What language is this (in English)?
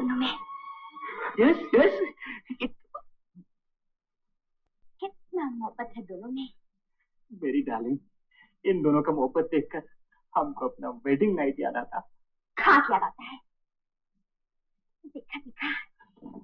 Hindi